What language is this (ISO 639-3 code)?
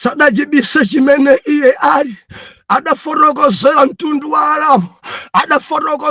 nya